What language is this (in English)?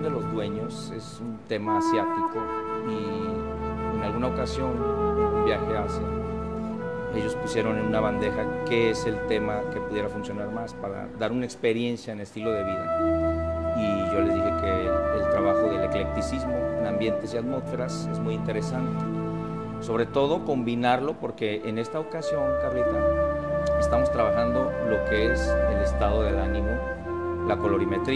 Spanish